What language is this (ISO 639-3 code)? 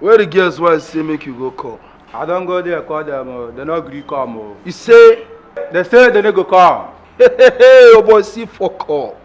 pcm